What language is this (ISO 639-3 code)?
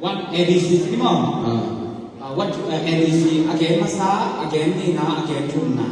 ctd